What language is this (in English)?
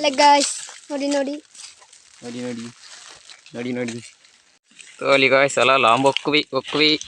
Tulu